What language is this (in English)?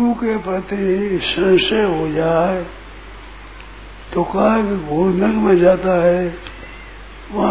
Hindi